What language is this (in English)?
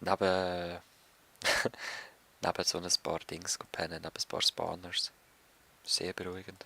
Swiss German